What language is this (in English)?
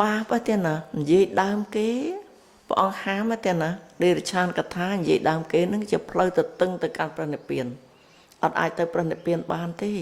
Khmer